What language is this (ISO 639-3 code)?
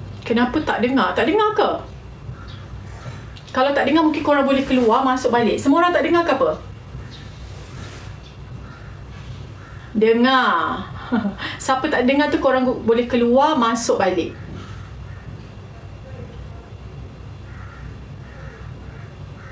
msa